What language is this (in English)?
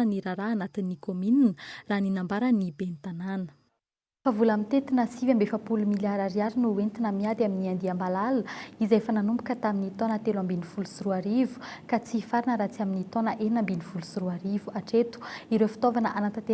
Malagasy